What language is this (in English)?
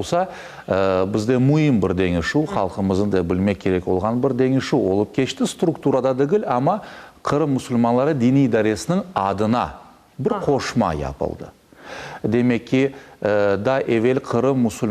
Crimean Tatar